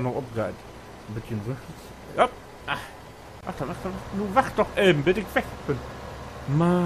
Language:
Low German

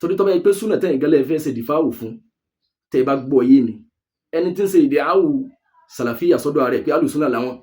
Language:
Yoruba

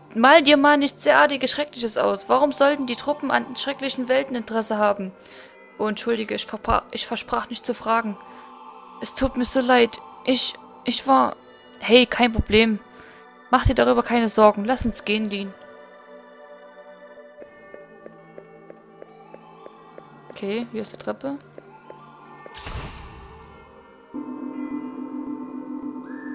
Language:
German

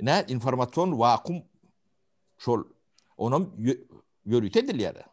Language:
Turkmen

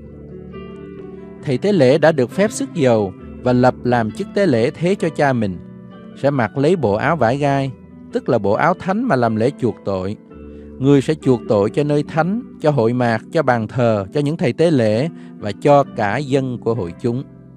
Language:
Vietnamese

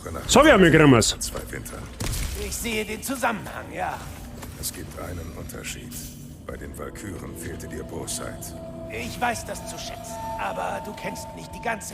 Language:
Bavarian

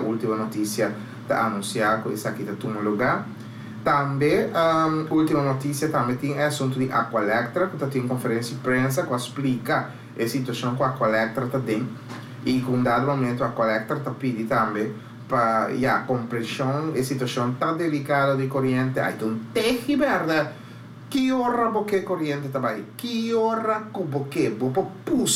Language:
Papiamento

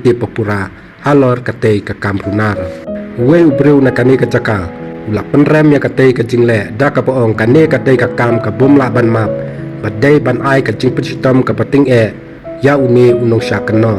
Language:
Khasi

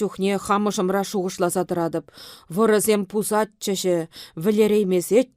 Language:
Chuvash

